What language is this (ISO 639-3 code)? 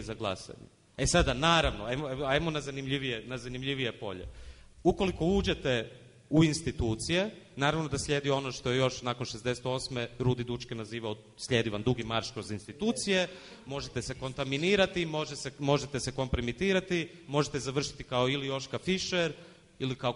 hrv